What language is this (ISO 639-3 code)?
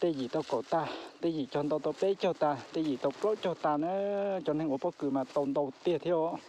hmn